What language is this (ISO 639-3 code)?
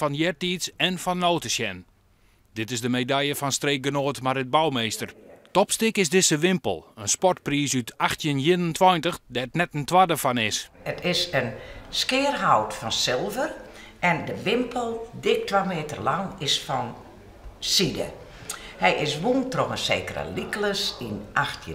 fry